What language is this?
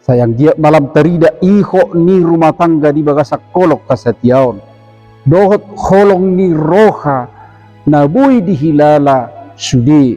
Batak Toba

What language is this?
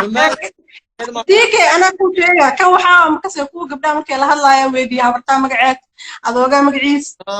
Somali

